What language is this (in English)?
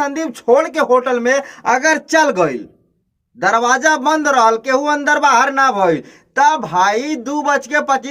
Bhojpuri